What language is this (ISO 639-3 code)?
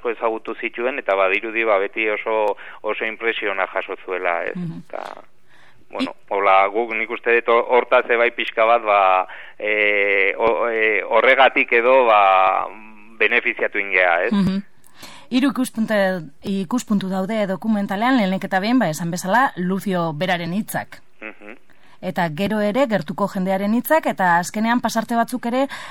eus